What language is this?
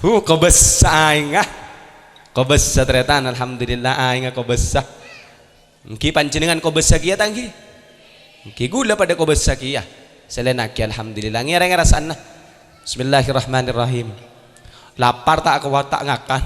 Madurese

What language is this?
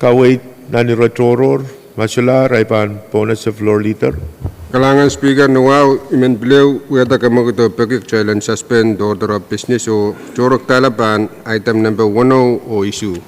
Pohnpeian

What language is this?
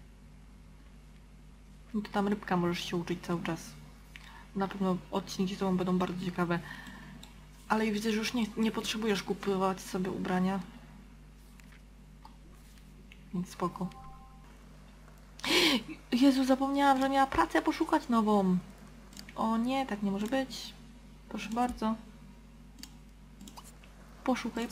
Polish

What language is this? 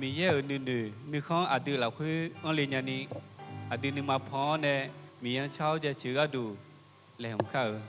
Akha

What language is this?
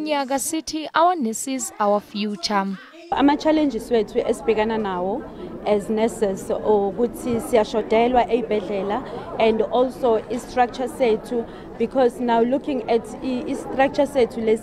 Zulu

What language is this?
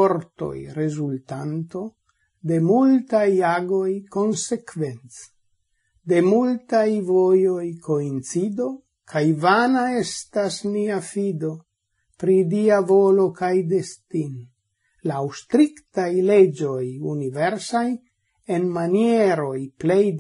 Esperanto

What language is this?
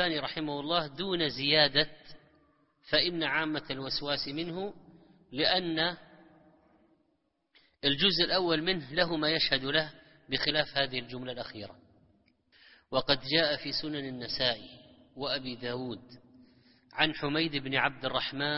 Arabic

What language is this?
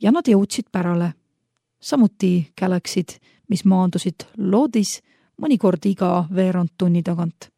Estonian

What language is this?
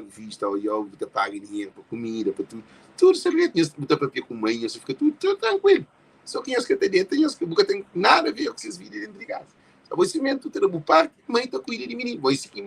Kabuverdianu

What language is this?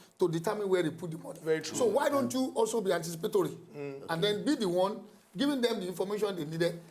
Nigerian Pidgin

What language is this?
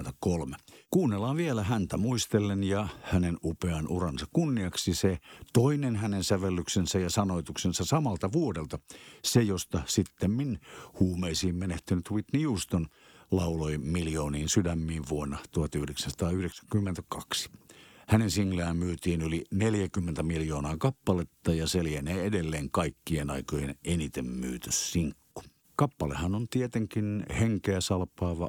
Finnish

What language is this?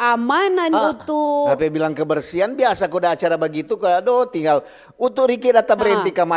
Manado Malay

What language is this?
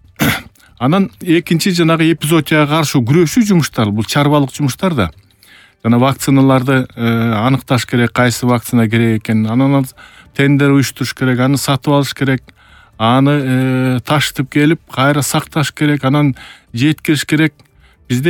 Kyrgyz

